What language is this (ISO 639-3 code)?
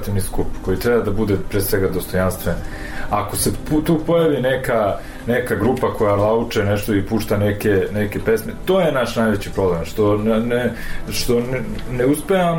srp